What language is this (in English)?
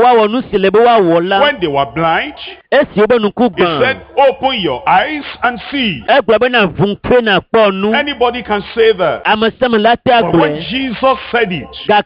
Ewe